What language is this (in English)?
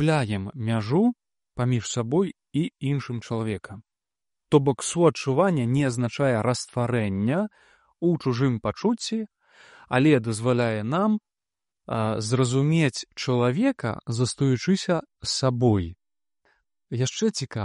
Belarusian